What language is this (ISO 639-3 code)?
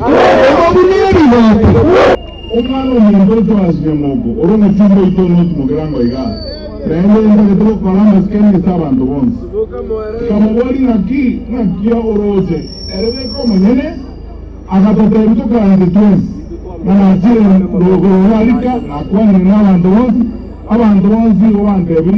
guz